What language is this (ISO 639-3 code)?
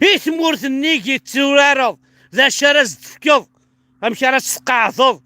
kab